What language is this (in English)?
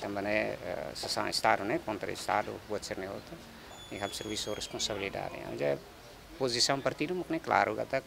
Tetum